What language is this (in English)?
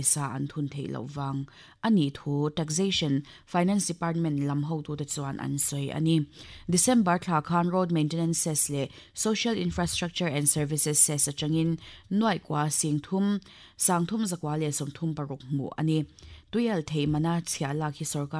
Mizo